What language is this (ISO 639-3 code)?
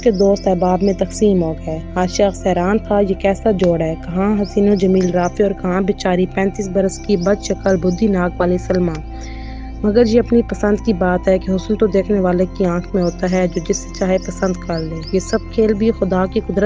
urd